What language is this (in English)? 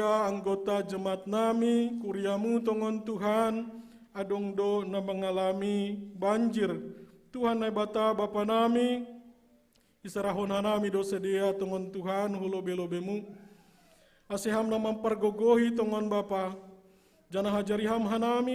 Batak Simalungun